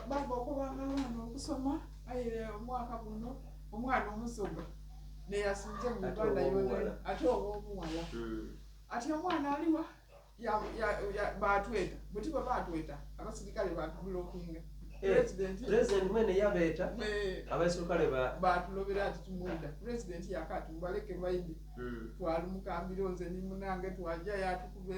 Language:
Soga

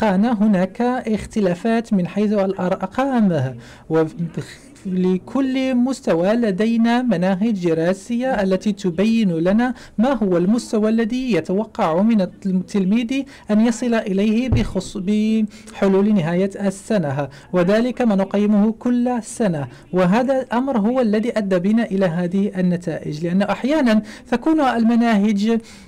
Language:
Arabic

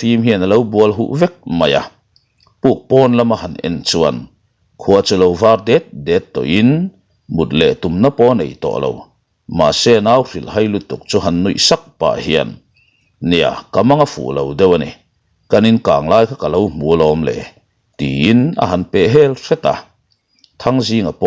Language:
Mizo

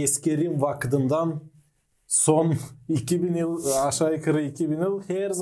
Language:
Gagauz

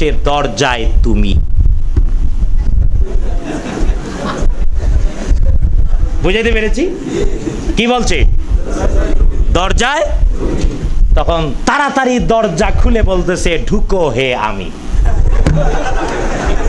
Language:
Bangla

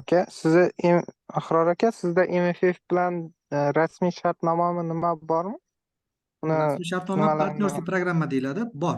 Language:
Uzbek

